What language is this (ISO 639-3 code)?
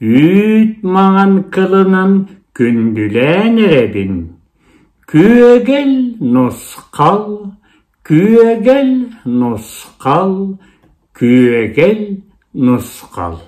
sah